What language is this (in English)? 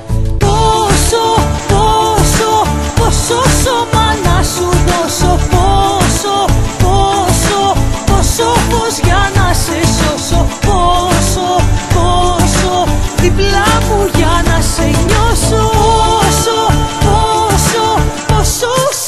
Greek